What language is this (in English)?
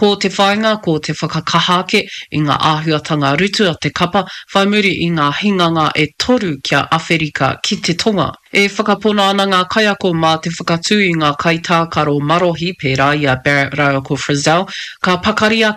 Māori